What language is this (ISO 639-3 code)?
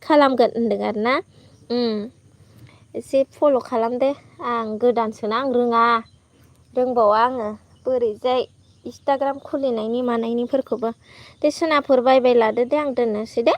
brx